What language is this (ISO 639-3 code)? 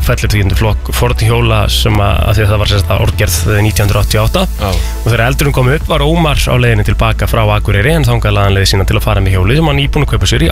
isl